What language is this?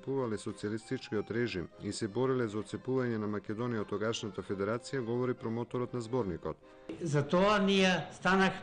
Macedonian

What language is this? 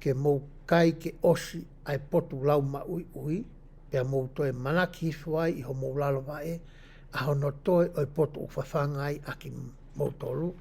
Tongan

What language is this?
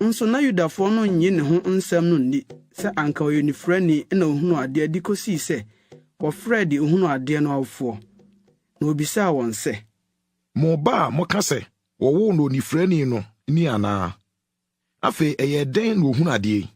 Akan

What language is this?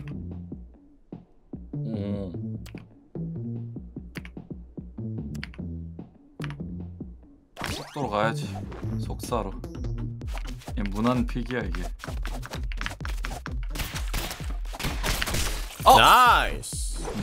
Korean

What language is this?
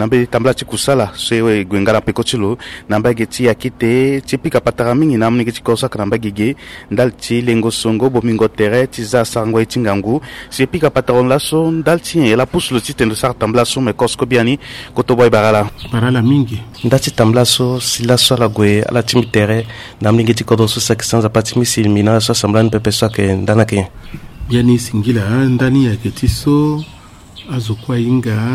Sango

